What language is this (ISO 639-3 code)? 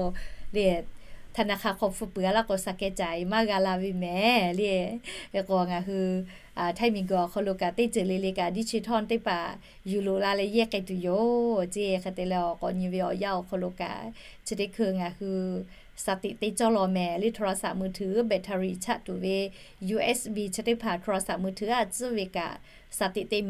lhu